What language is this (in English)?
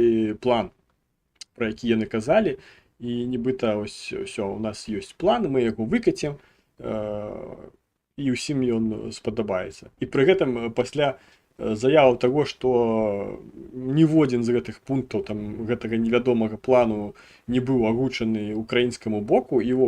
Belarusian